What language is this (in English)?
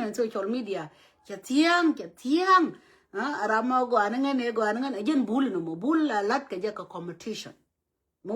Nuer